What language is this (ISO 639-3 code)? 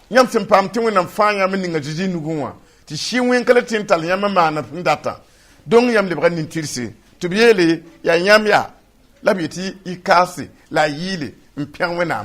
mos